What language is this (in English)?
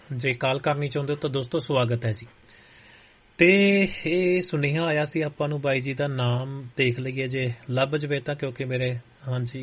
Punjabi